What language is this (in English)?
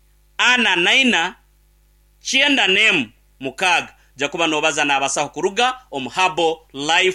Nyankole